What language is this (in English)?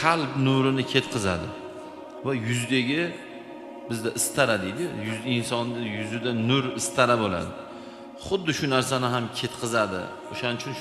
Uzbek